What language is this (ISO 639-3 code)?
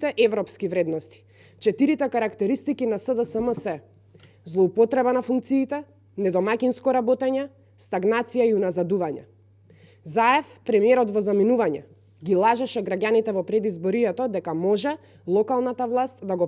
mkd